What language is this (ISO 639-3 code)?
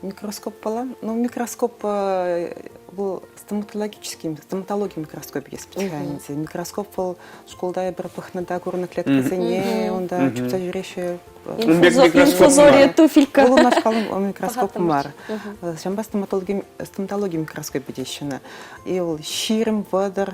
chv